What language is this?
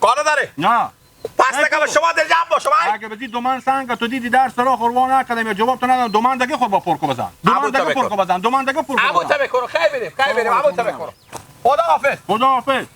Persian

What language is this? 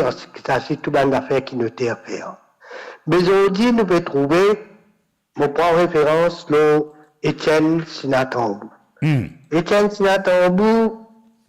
Morisyen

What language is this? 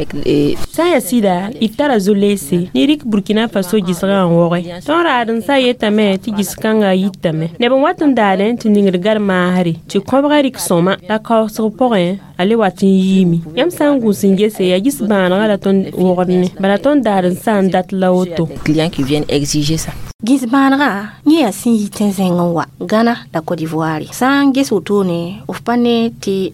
Mossi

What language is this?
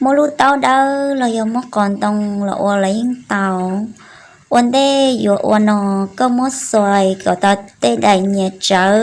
Hmong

